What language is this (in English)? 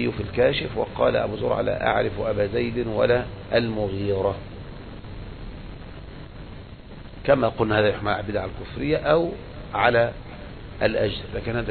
Arabic